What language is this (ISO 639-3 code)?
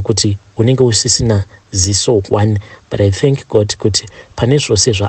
sna